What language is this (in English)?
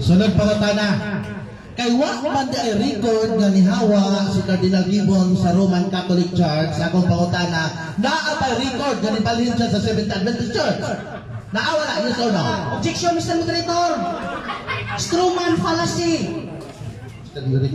Cebuano